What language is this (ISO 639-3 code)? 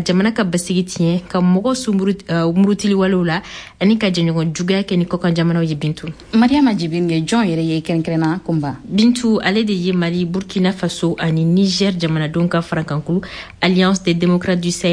bam